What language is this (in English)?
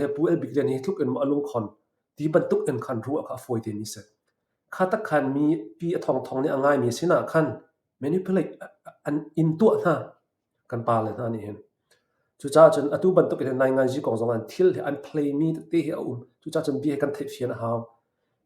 Hakha Chin